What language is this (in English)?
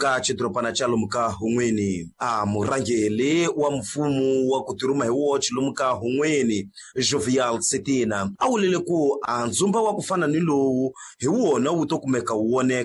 Tsonga